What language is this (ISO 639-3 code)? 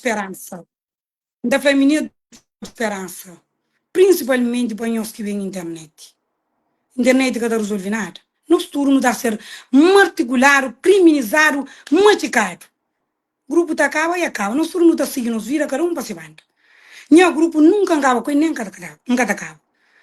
kea